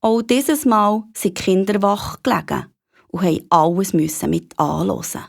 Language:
Swiss German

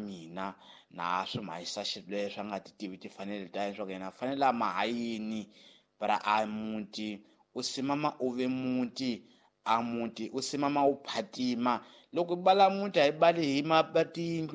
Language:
Tsonga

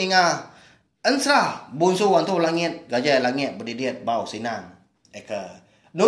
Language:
Iban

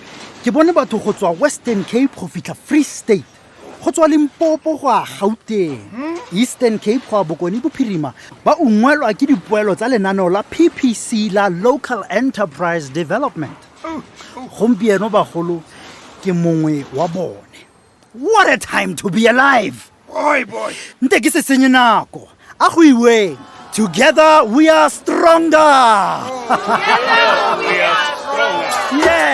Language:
Tswana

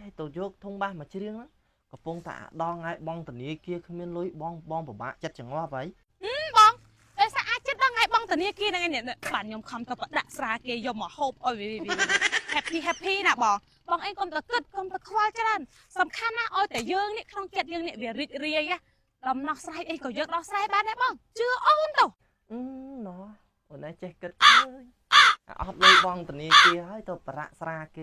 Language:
Khmer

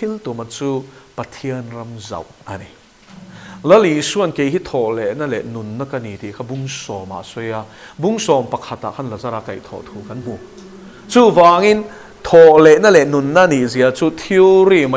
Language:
Mizo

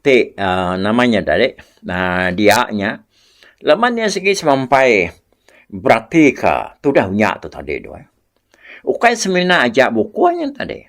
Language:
Iban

